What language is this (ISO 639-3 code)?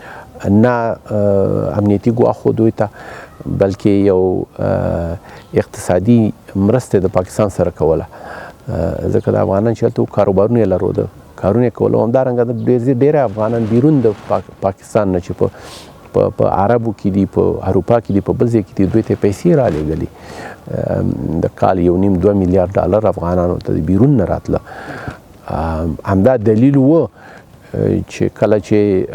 pus